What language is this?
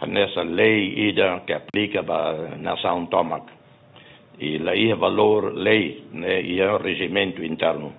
Tetum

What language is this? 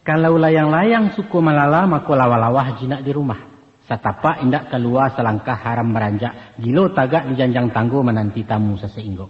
Minangkabau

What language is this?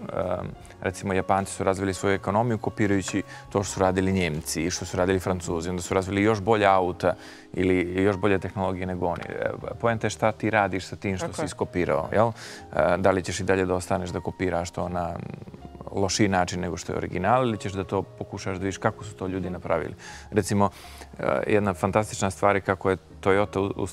Bosnian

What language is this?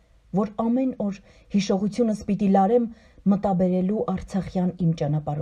Armenian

